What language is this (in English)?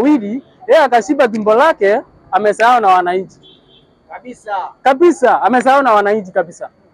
Swahili